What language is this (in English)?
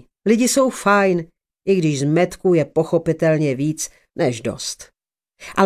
Czech